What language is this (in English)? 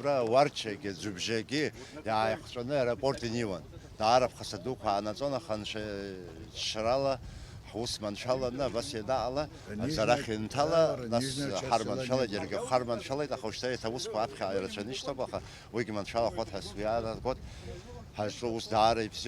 Abkhazian